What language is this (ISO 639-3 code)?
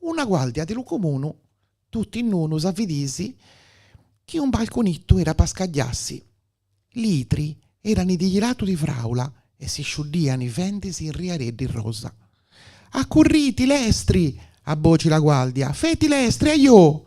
sdn